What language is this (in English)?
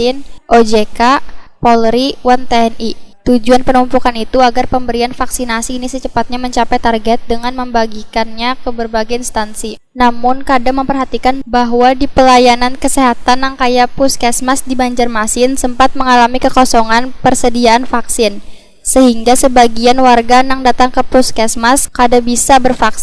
Banjar